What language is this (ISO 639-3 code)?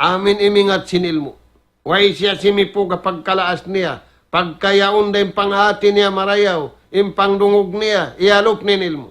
tsg